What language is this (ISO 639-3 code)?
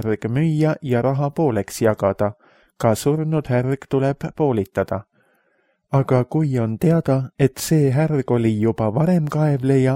est